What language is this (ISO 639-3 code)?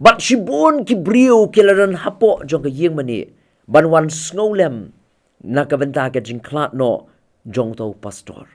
kha